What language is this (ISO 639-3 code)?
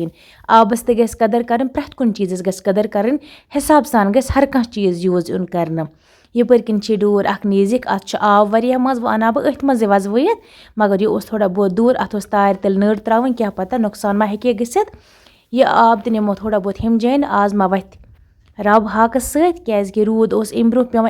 kas